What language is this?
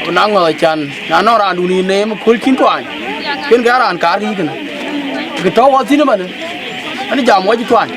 Dinka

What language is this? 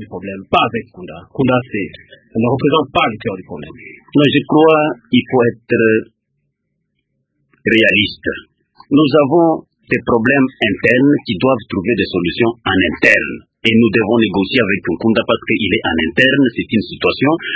French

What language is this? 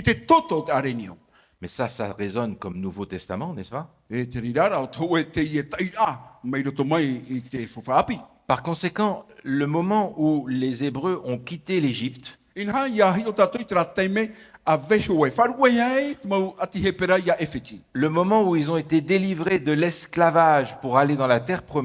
Tahitian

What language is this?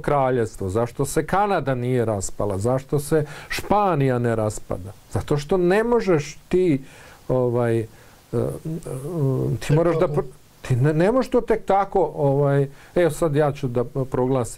Bosnian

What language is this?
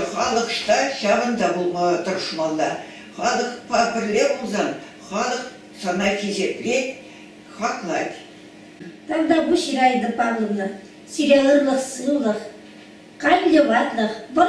Chuvash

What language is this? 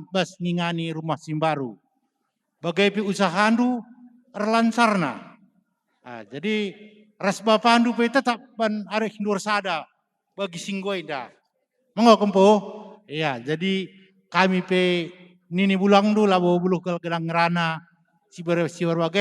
Batak Karo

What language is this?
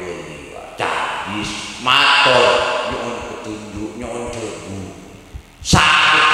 Madurese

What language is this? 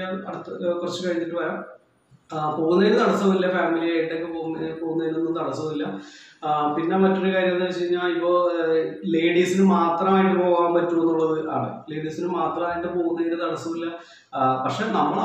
Malayalam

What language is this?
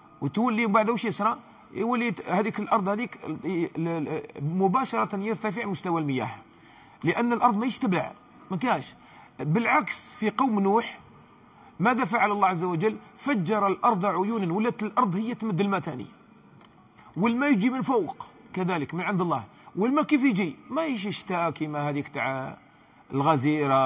Algerian Arabic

